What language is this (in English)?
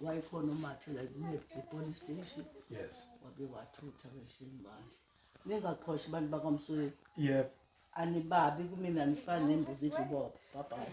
Zulu